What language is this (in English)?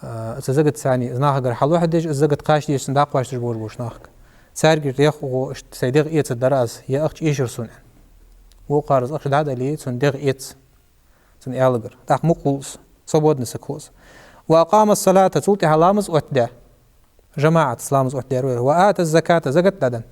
Ingush